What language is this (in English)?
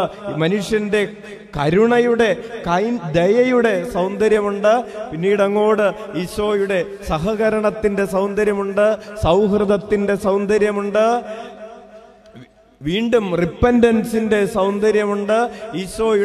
Malayalam